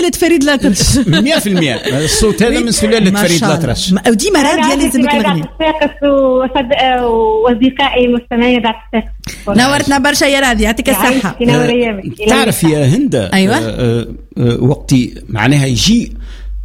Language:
Tunisian Arabic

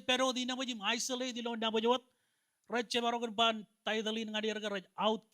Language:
Marshallese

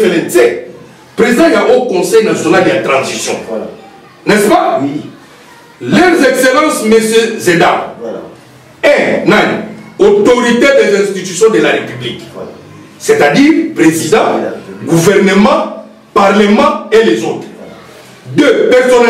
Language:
Lingala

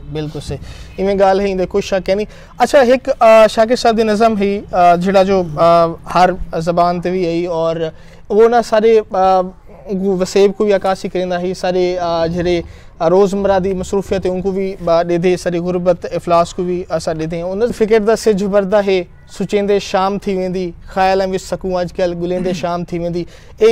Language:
Saraiki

